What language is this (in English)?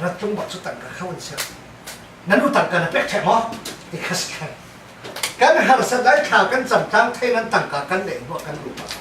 Falam Chin